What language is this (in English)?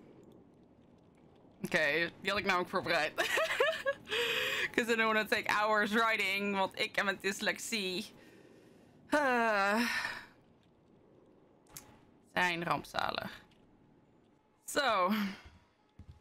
Dutch